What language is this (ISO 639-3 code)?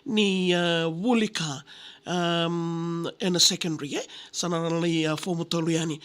fij